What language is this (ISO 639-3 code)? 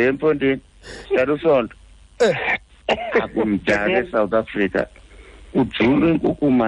xho